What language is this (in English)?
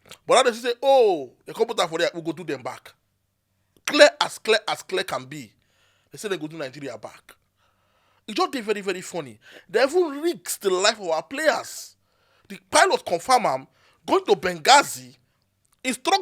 Nigerian Pidgin